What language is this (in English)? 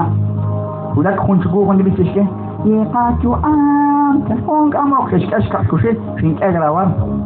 Kekchí